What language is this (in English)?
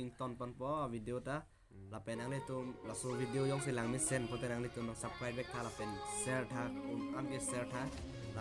Karbi